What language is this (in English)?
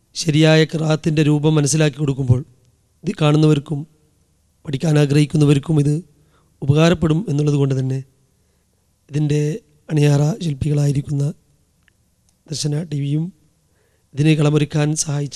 Malayalam